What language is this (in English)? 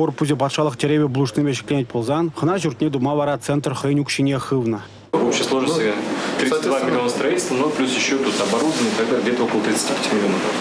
Chuvash